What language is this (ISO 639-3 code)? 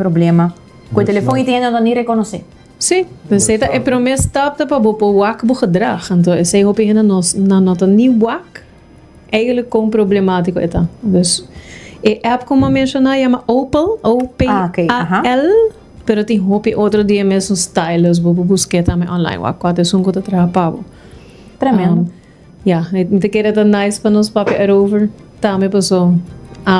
pap